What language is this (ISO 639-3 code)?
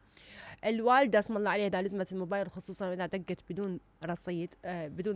acm